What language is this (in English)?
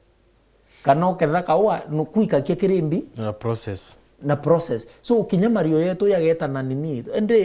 Meru